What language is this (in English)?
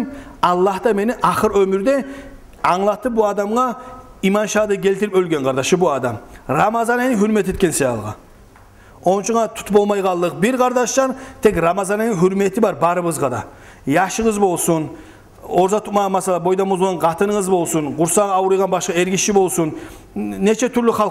Kumyk